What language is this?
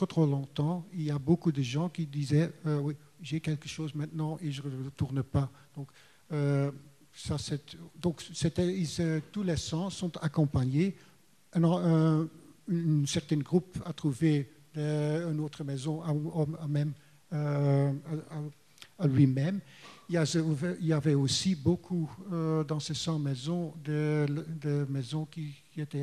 French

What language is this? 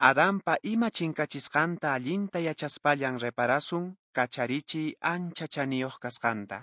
Quechua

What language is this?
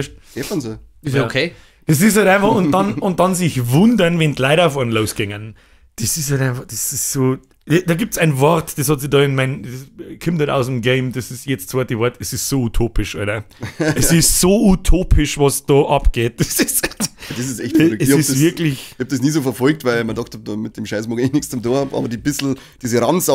Bavarian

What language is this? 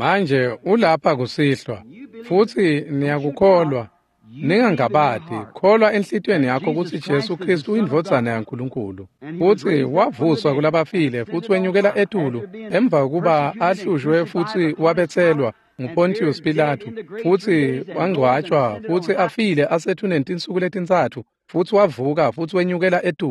Swati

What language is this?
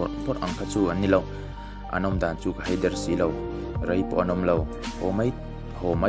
Mizo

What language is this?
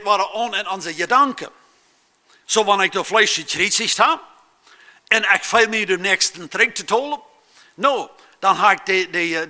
Plautdietsch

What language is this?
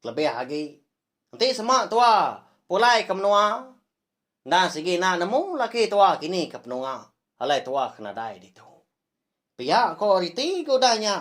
Iban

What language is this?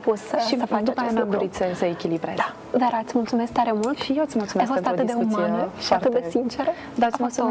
Romanian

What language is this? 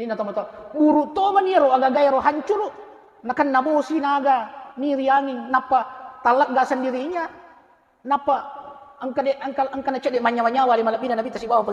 Buginese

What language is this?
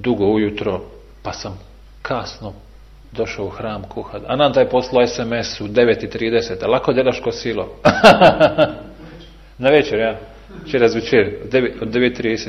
Bosnian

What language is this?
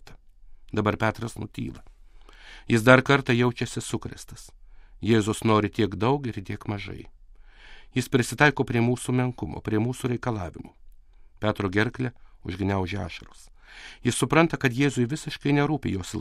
Lithuanian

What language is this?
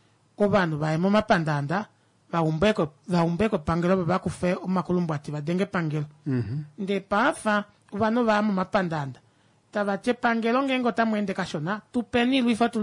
Kuanyama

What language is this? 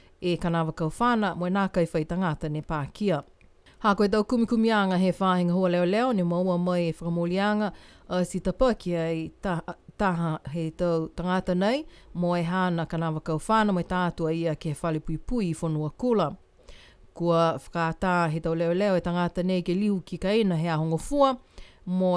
Niuean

